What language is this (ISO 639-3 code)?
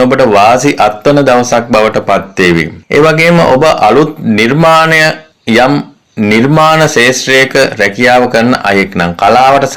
sin